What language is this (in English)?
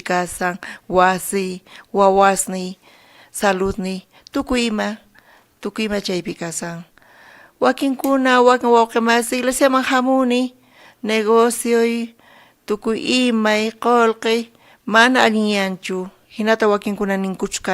South Bolivian Quechua